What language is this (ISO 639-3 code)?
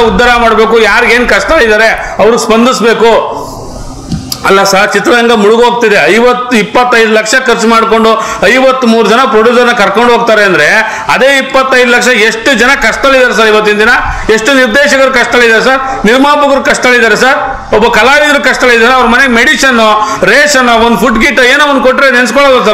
kan